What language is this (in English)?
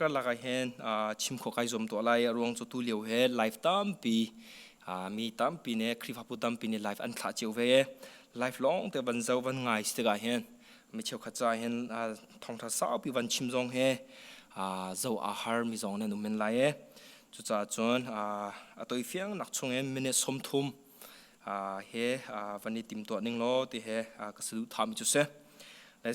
Hakha Chin